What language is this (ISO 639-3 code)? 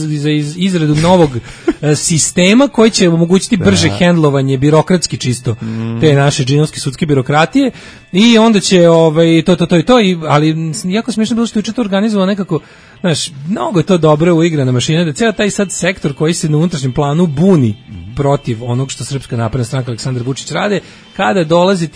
srp